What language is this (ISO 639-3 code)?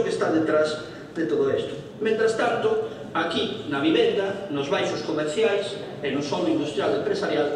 glg